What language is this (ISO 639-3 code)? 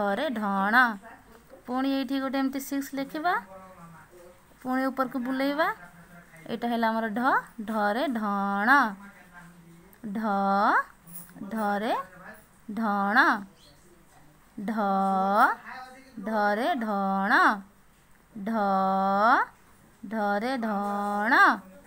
ori